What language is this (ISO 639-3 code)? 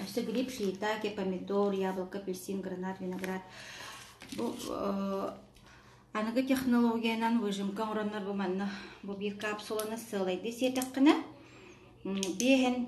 sah